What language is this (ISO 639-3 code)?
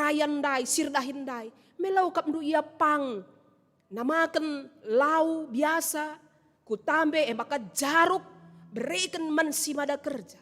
btx